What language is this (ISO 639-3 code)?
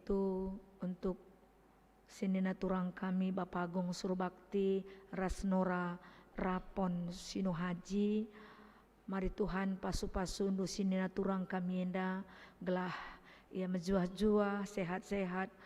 btx